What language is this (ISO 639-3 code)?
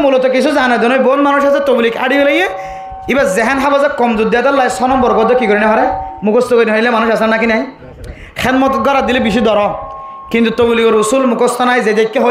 rhg